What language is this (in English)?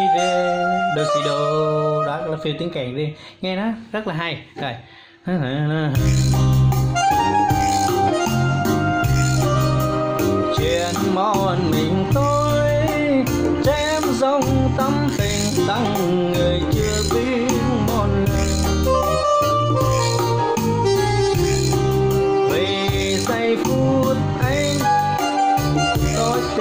Vietnamese